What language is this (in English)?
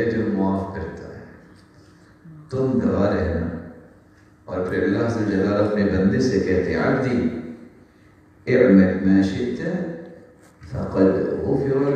Urdu